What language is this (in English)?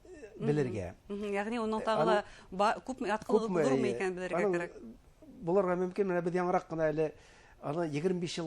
Bashkir